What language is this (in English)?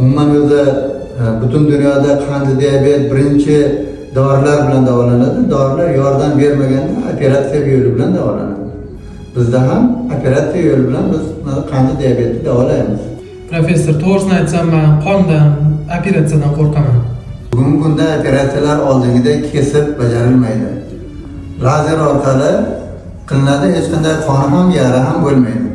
Uzbek